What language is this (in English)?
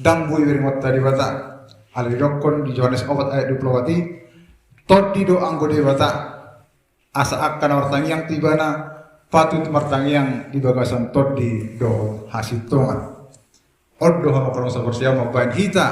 Batak Toba